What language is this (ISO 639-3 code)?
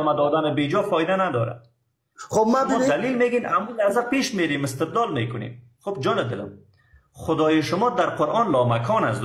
fas